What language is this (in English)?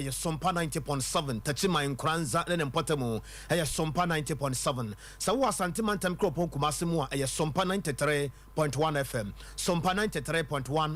Akan